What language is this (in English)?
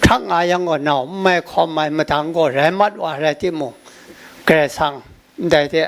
Kachin